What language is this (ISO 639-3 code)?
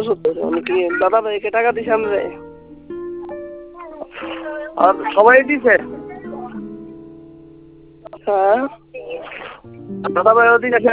ben